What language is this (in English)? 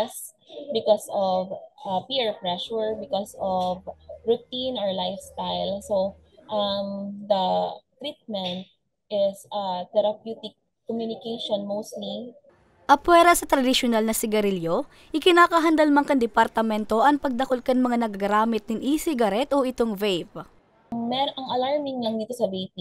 Bikol